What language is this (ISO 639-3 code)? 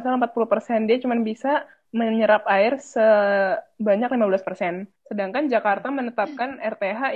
ind